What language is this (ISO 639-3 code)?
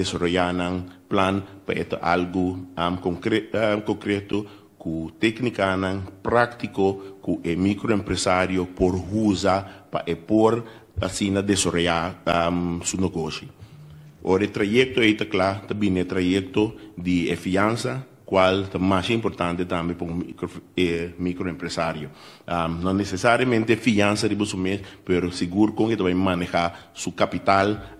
pap